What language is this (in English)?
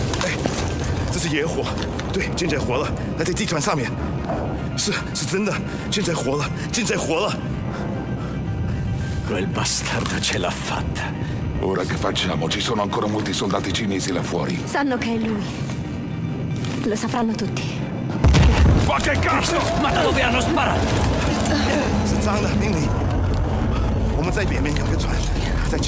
Italian